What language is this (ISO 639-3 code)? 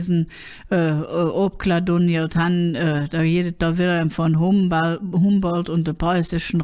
ksh